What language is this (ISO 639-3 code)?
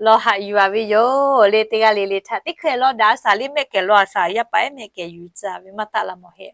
lhu